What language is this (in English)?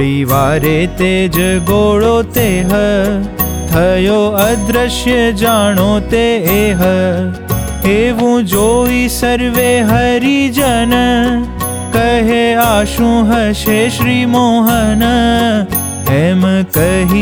Gujarati